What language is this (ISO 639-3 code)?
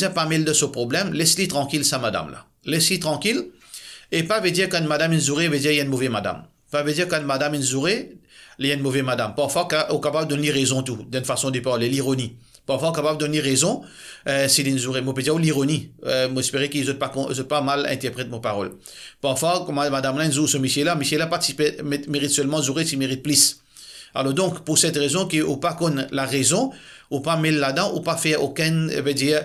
mfe